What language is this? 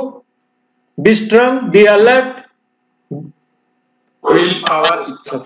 Odia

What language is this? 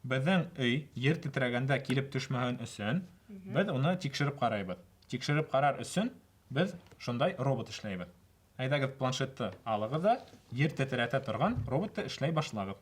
Bashkir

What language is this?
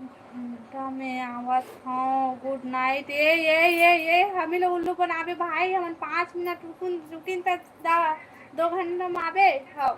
Chhattisgarhi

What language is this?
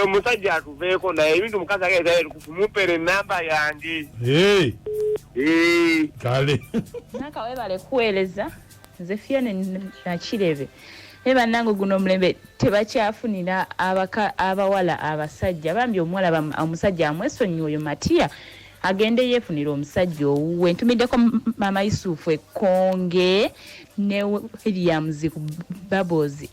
Ganda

